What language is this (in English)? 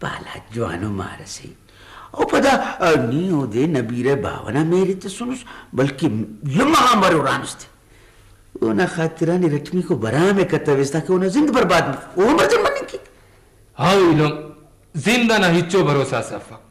Brahui